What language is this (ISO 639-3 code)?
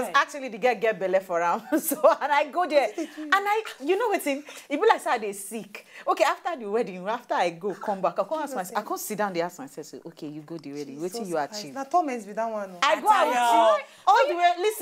pcm